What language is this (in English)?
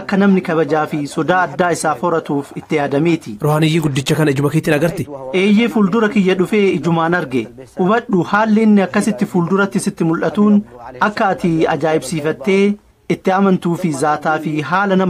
Oromo